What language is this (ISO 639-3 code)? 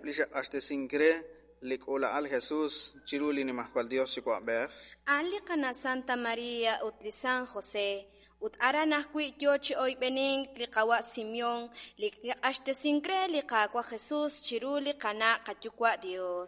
kek